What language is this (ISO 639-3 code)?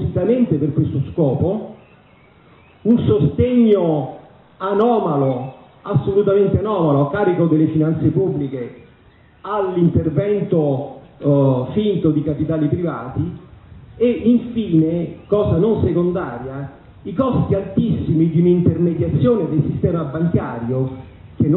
ita